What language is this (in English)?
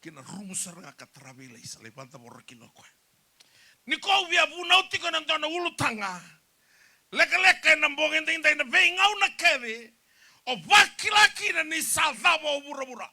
Fijian